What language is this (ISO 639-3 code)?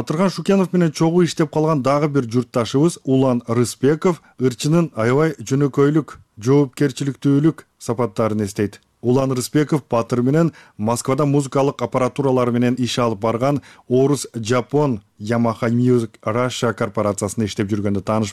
kir